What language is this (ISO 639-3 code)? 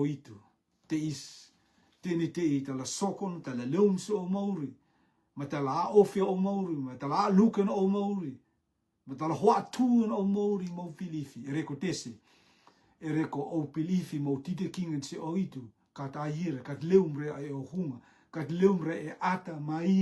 rtm